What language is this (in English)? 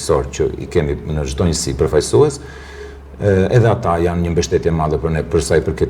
Albanian